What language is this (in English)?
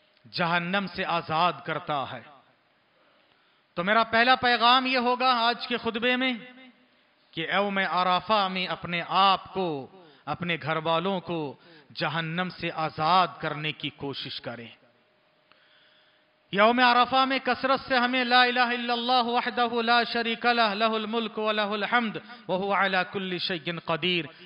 Urdu